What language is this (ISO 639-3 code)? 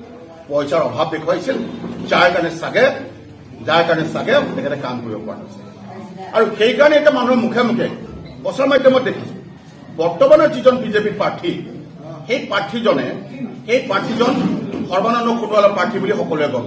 asm